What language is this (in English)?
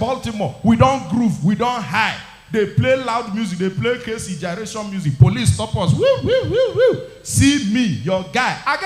Nigerian Pidgin